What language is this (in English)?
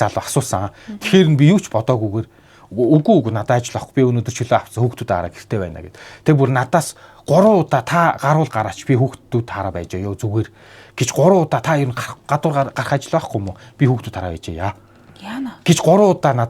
Mongolian